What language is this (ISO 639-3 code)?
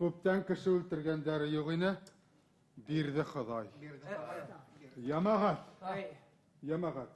bak